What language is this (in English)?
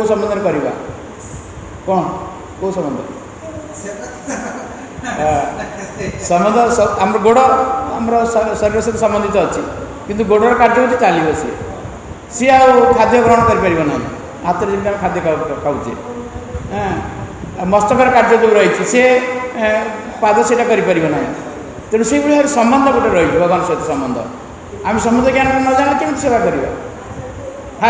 Odia